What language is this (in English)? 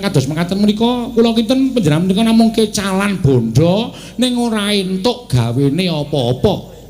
Javanese